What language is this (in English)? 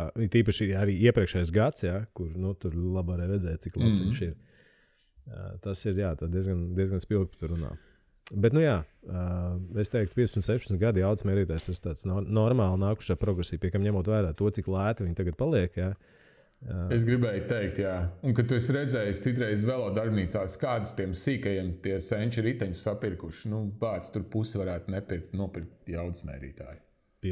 Latvian